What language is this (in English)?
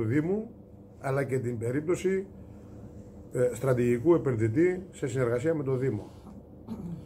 Greek